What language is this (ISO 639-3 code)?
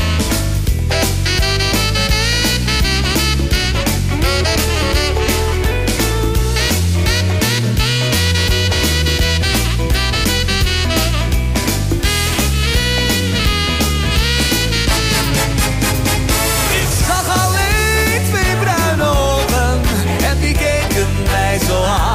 nld